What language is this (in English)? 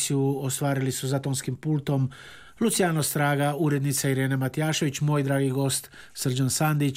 Croatian